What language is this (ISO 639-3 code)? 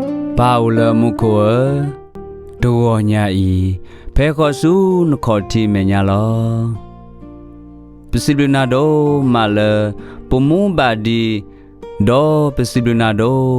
ksw